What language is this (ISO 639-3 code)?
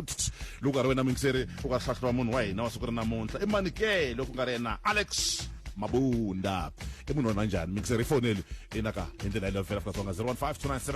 tso